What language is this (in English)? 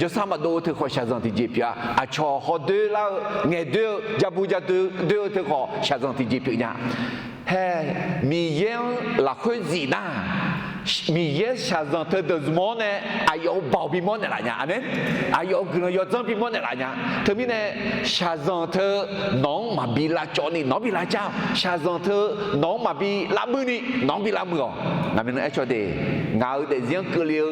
Akha